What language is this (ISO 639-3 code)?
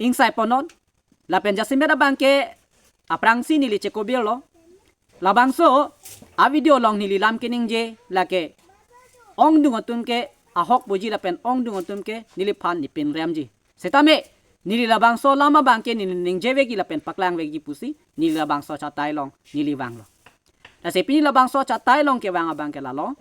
mjw